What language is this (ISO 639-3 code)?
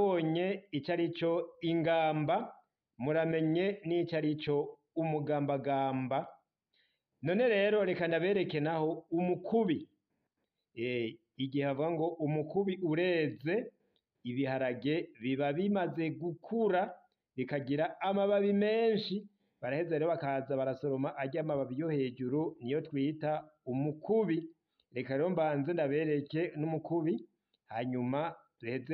run